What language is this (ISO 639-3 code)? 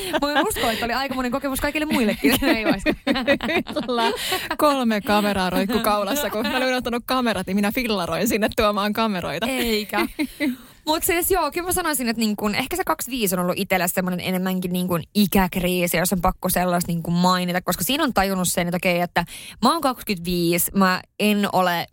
fin